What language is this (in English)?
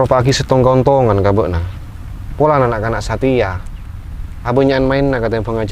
Madurese